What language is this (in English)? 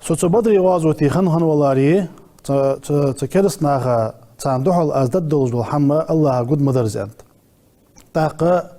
Ingush